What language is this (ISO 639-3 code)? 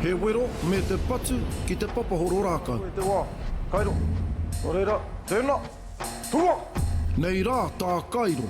mri